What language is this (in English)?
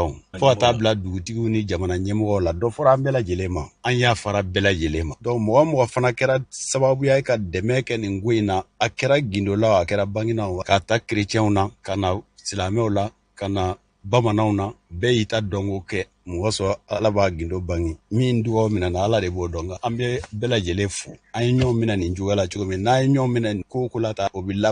Bambara